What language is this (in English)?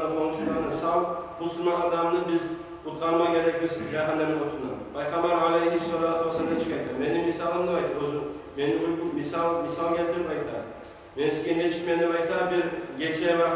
Kumyk